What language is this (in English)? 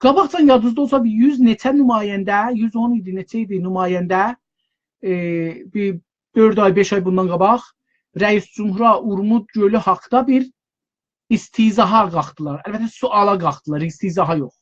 South Azerbaijani